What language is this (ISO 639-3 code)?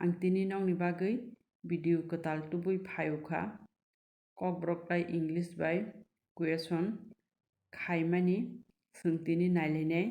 trp